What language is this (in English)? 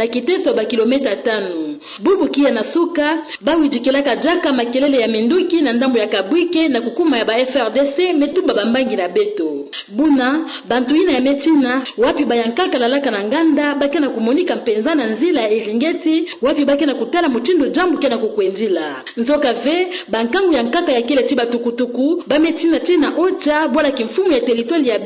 Kituba (Democratic Republic of Congo)